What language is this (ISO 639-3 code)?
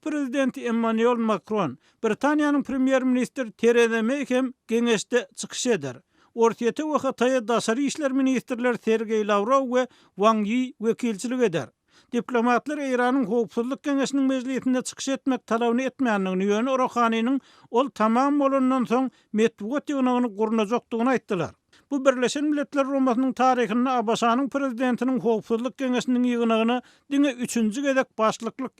tuk